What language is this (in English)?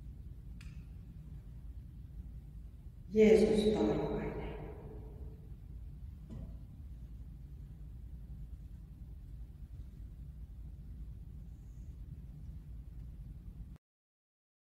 Finnish